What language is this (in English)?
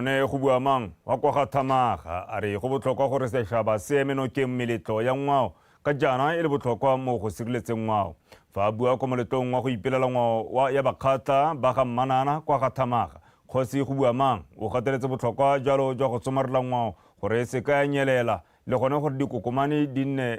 Tswana